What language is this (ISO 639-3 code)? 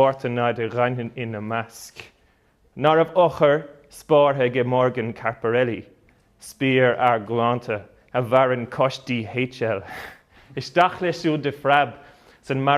gle